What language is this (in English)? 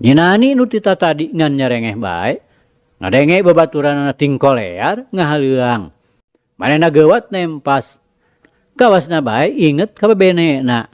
Sundanese